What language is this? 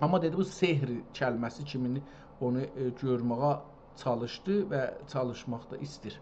South Azerbaijani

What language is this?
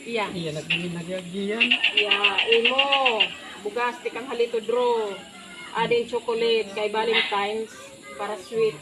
Waray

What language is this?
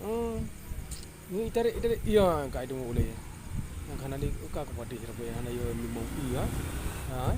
Achinese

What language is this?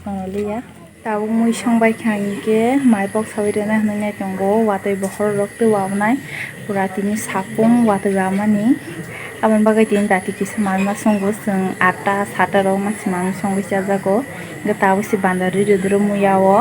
Kok Borok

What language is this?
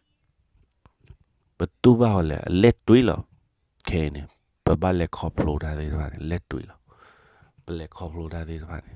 S'gaw Karen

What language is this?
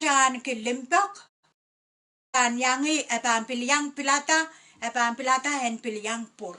Pohnpeian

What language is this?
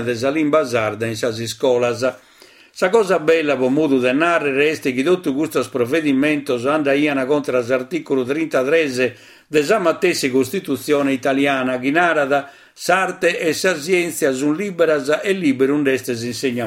Sardinian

